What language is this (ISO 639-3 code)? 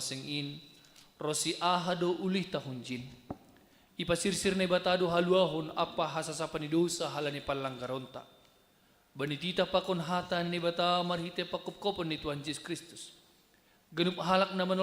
bts